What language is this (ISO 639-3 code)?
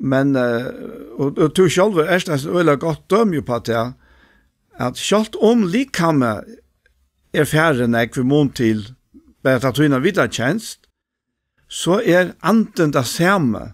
fao